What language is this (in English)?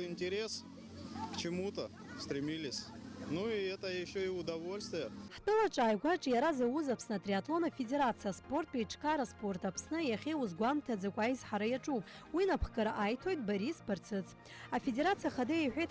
Abkhazian